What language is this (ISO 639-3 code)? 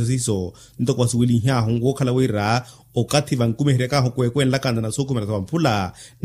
vmw